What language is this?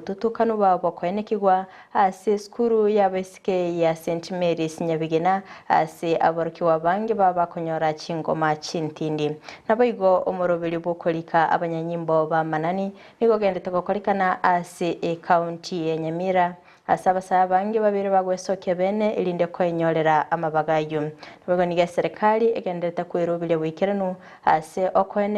Gusii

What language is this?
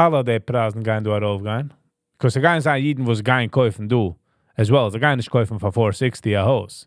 Yiddish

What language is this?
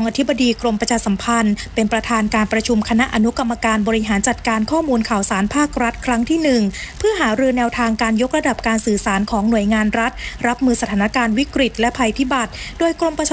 Thai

